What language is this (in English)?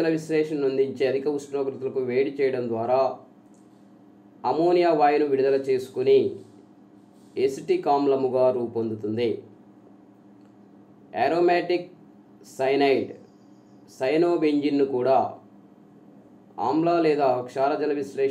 Telugu